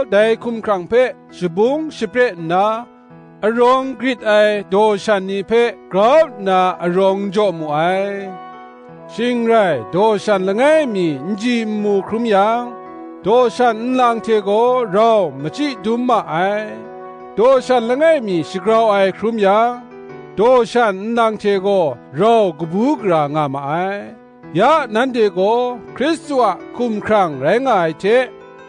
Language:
Kachin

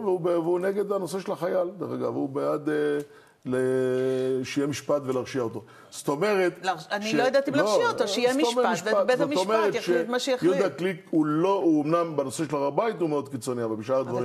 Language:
Hebrew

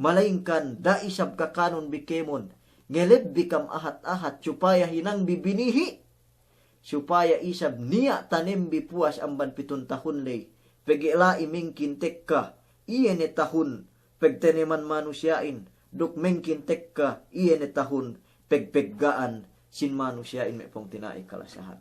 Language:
Yakan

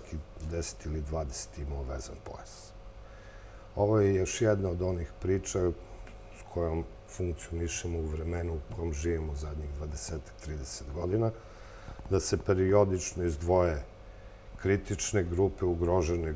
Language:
Serbian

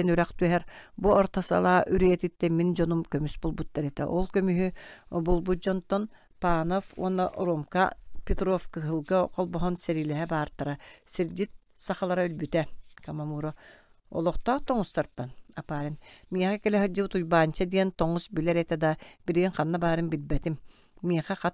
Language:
Yakut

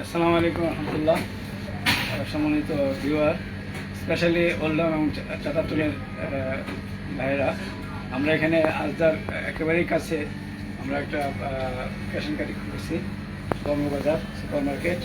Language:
Sylheti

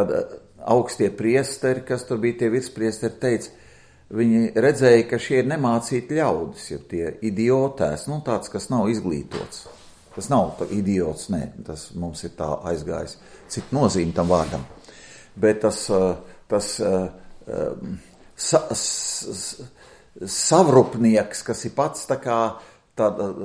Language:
Latvian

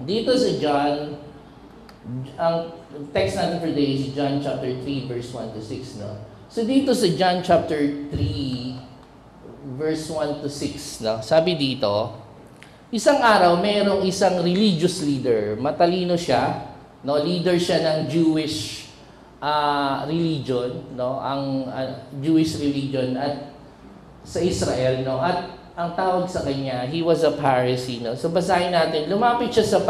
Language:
Filipino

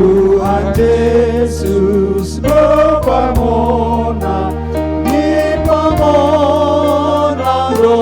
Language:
Batak Toba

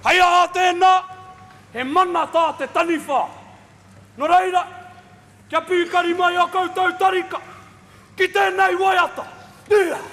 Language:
Māori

